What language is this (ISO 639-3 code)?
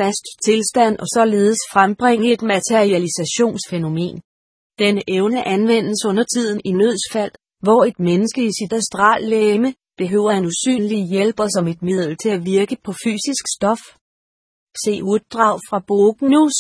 dan